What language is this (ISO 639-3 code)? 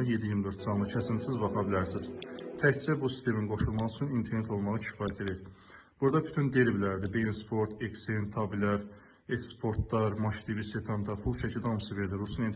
aze